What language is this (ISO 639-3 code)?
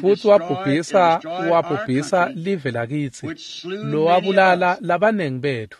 ssw